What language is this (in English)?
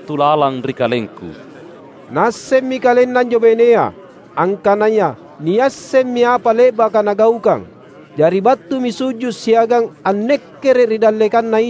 Makasar